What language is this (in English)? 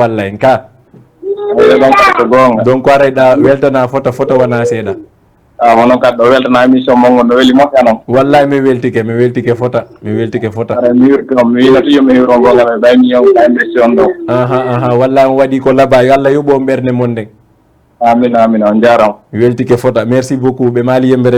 Fula